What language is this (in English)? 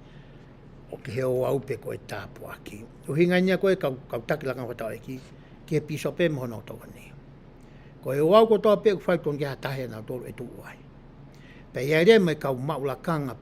Tongan